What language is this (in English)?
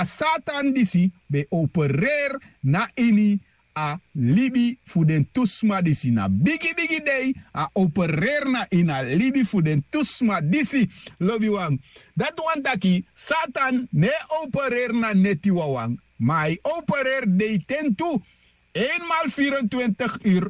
Sranan Tongo